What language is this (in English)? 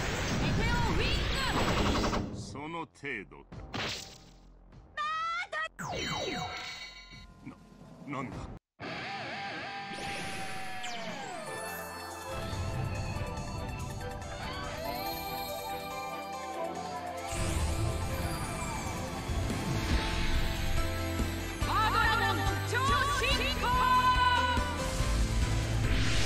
Japanese